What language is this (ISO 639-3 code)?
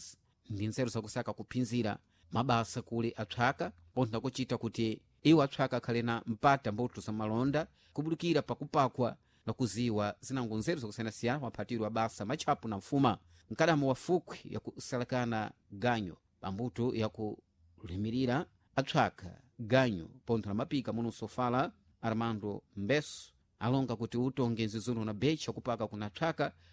seh